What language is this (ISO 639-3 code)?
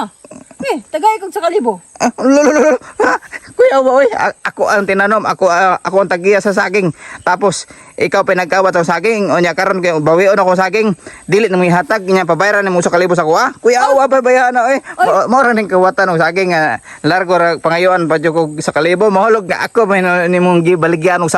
ceb